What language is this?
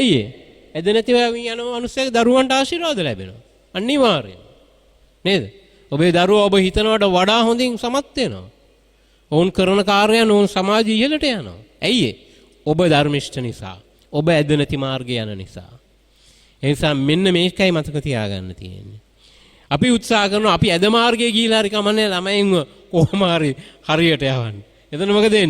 Sinhala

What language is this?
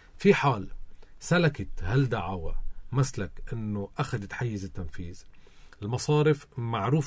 North Levantine Arabic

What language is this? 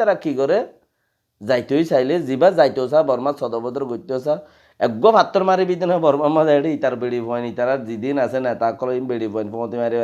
Rohingya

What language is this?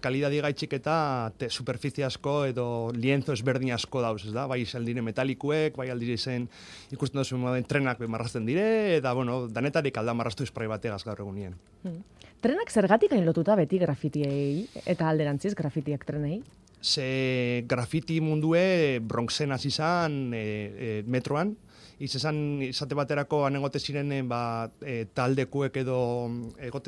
Basque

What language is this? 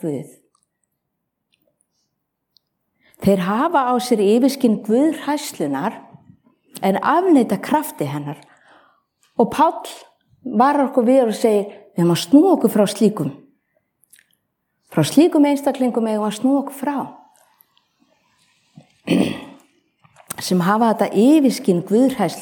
Icelandic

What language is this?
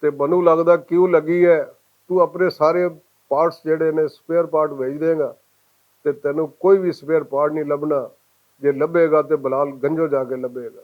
Western Panjabi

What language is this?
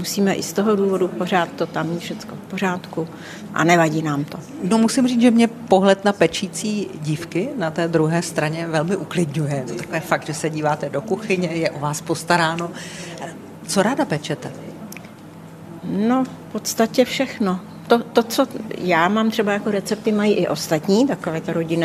Czech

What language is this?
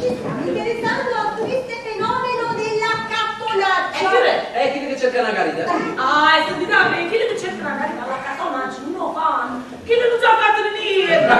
Neapolitan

